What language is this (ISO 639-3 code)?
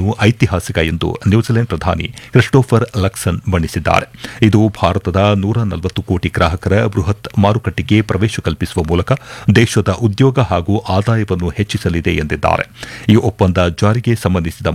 kan